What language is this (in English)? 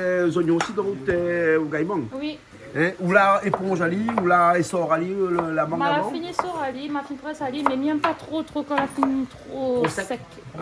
Réunion Creole French